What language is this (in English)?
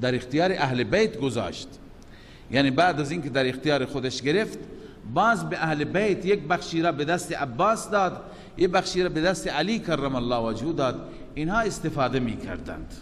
Persian